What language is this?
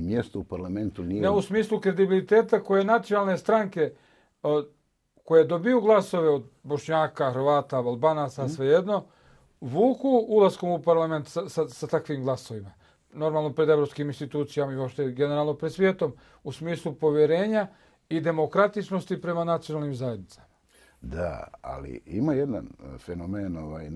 Bosnian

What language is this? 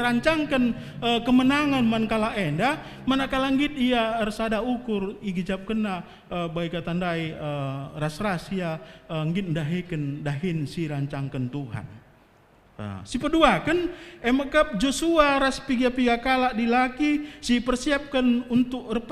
Batak Karo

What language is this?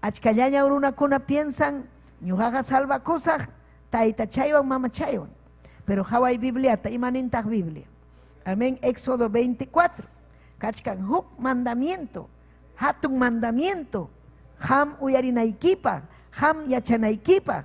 Ayacucho Quechua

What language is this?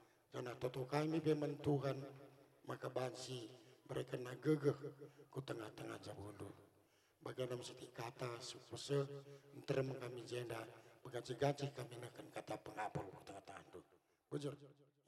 Batak Karo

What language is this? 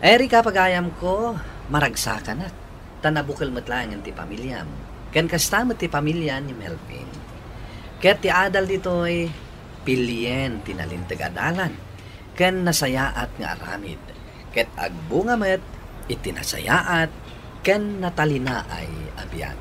Iloko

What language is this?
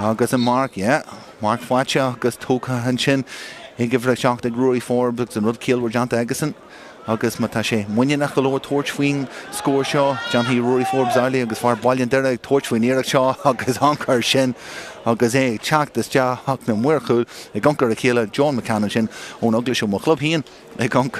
Irish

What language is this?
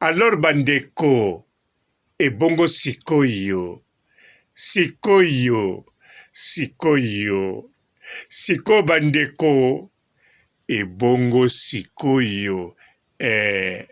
Lingala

